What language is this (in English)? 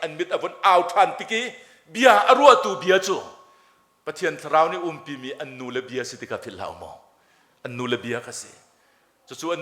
Hakha Chin